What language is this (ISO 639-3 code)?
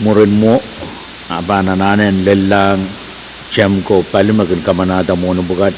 pon